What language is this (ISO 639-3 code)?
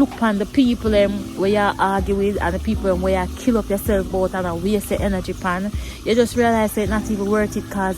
jam